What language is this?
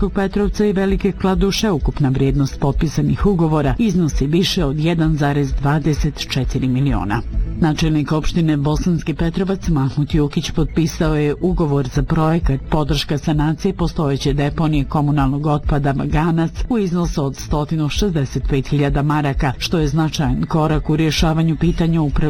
Bosnian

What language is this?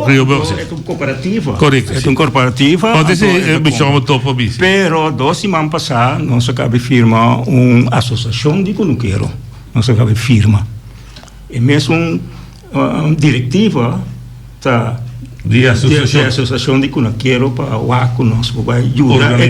Papiamento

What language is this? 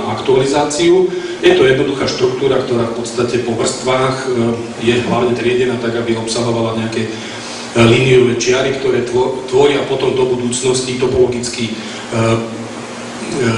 Slovak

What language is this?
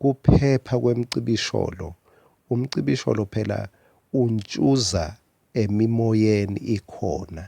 Swati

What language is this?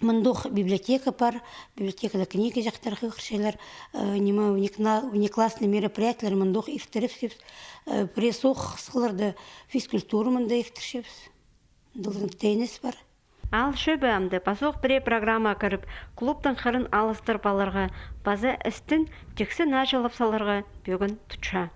Khakas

